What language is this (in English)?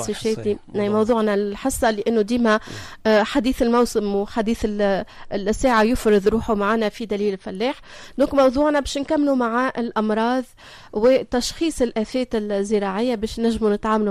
Tunisian Arabic